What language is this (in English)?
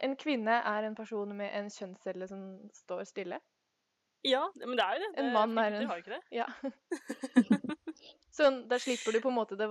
Norwegian